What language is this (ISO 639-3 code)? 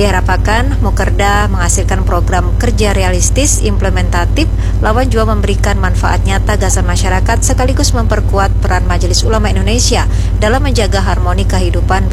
bjn